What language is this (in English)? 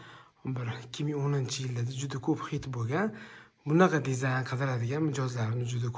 Uzbek